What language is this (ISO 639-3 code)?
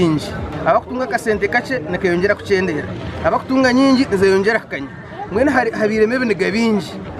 nyn